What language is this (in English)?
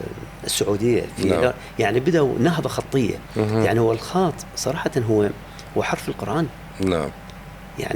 Mesopotamian Arabic